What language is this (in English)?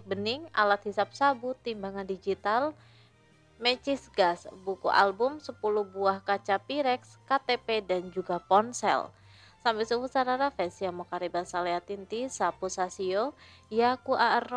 Indonesian